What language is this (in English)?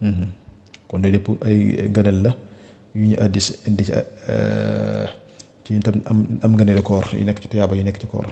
Wolof